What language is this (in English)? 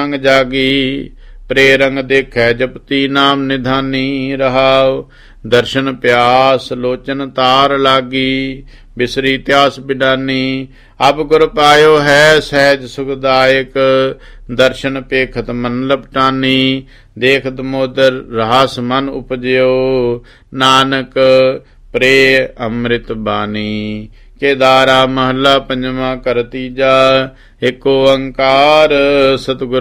Punjabi